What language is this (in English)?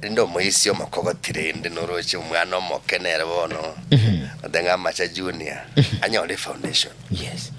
Gusii